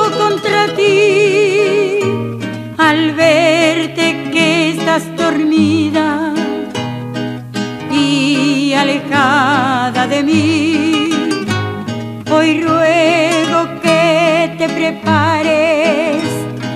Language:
Spanish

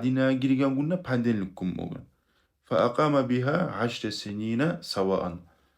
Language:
Kumyk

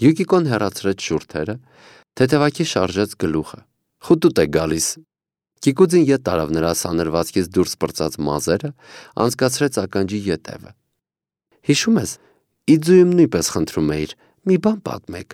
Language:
Armenian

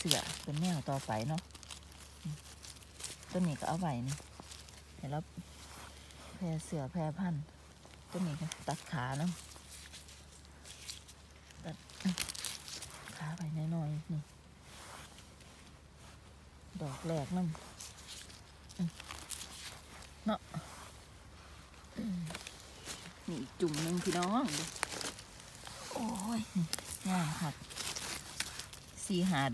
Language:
Thai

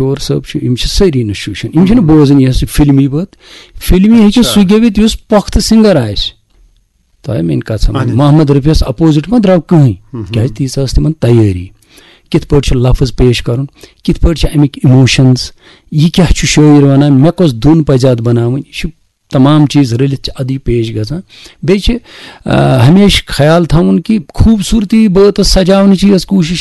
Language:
Kashmiri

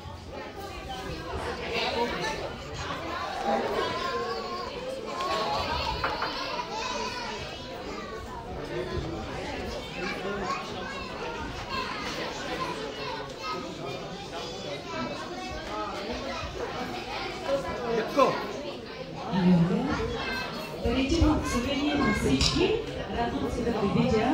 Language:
Bulgarian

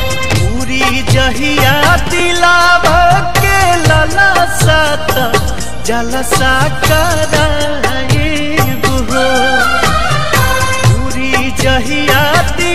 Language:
Bhojpuri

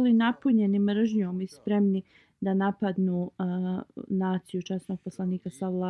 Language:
Bosnian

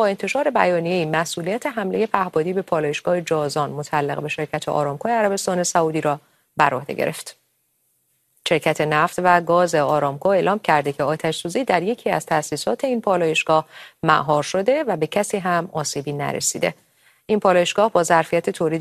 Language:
Persian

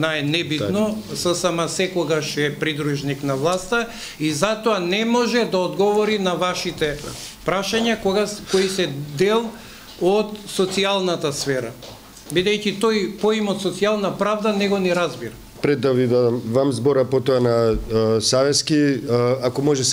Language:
Macedonian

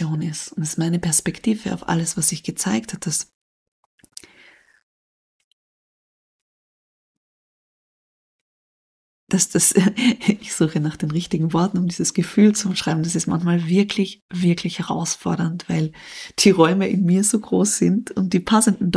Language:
German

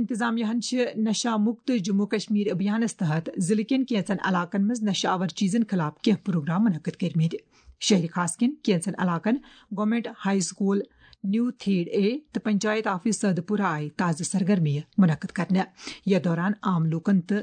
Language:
Kashmiri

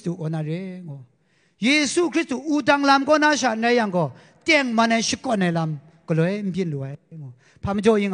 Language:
Kachin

